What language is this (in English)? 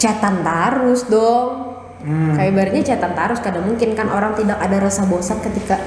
Banjar